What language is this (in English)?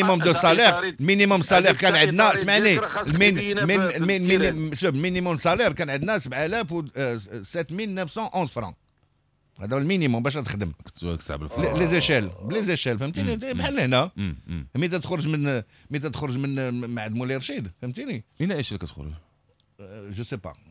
Moroccan Arabic